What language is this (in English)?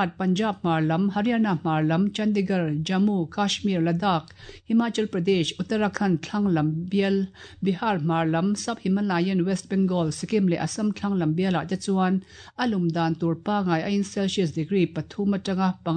Mizo